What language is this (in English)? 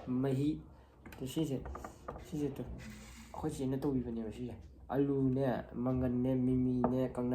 Manipuri